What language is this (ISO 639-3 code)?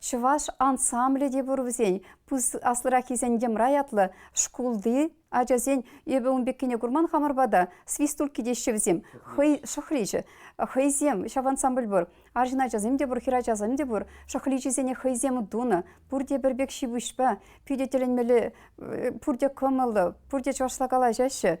chv